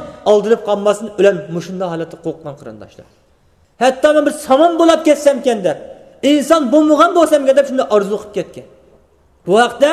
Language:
Uyghur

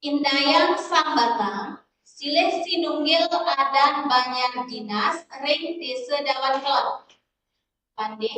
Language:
Balinese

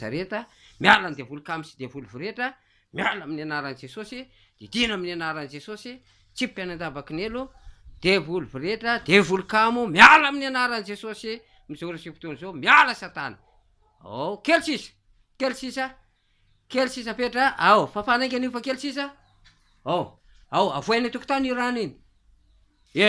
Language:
Malagasy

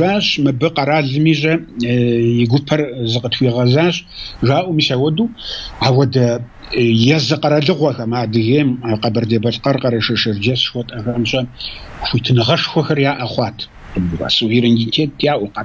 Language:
Kabardian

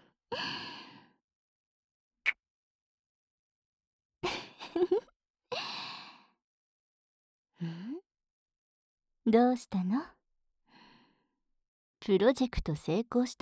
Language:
Japanese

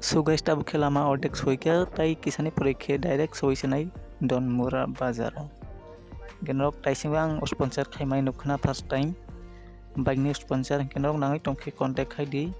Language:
Kok Borok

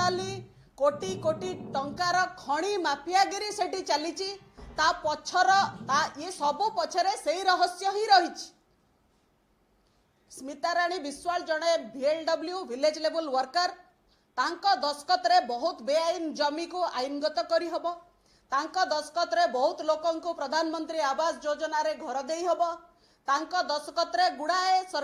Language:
Odia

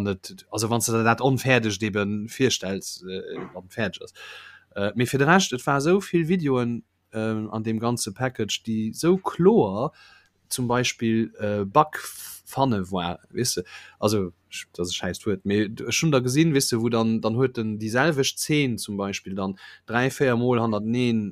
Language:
Luxembourgish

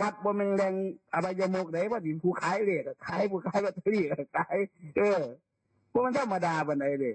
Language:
Northeastern Thai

